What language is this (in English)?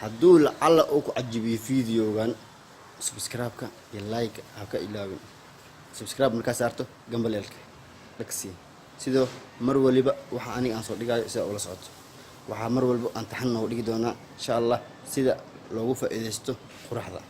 Somali